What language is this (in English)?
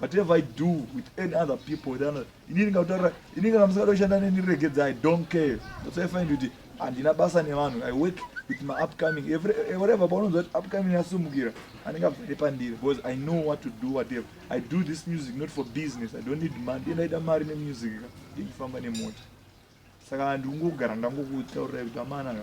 Shona